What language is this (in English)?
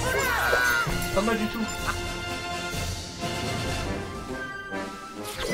French